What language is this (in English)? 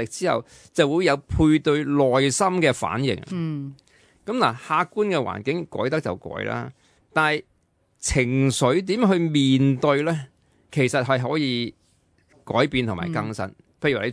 Cantonese